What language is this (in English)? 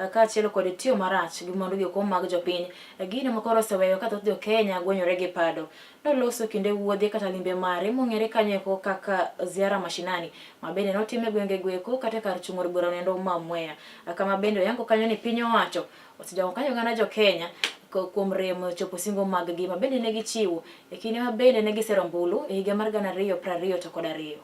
Luo (Kenya and Tanzania)